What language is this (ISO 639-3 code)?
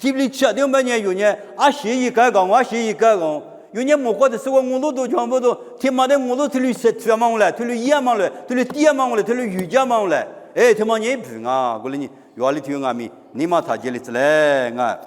lis